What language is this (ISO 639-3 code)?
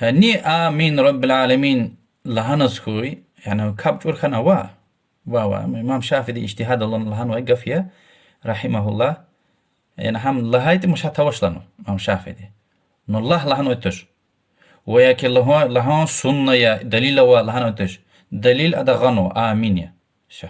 lez